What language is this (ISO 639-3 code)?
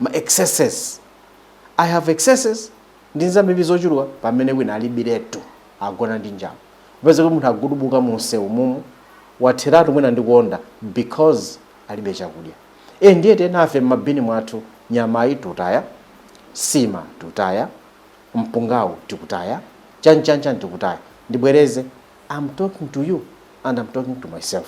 nya